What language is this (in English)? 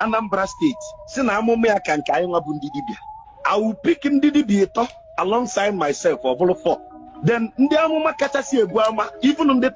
Igbo